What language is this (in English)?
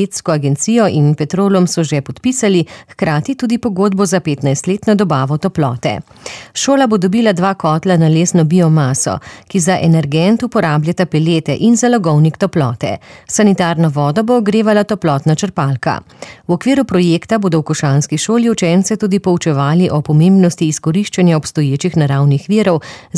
Slovenian